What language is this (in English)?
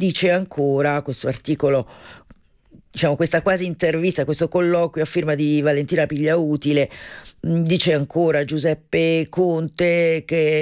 Italian